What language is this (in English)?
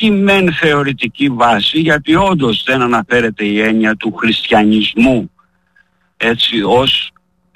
Greek